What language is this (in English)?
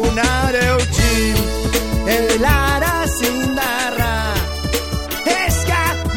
Basque